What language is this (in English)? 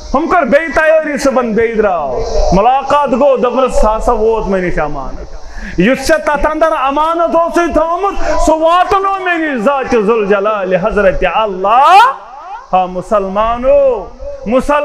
Kashmiri